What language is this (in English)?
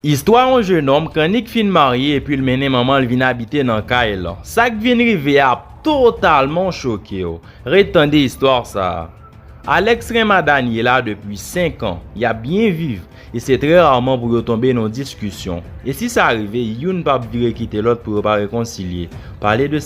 Haitian Creole